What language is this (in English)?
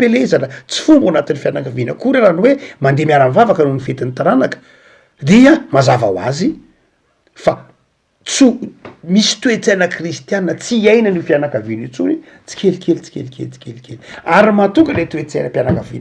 Malagasy